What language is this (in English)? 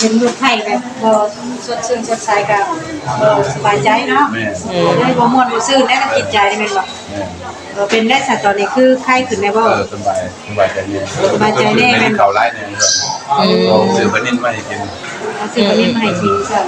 Northeastern Thai